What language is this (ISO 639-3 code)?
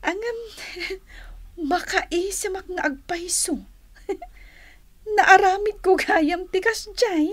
ilo